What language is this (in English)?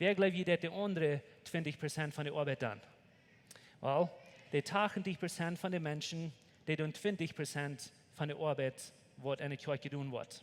Plautdietsch